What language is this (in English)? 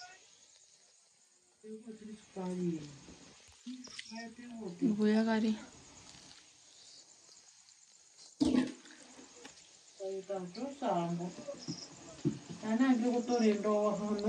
Swahili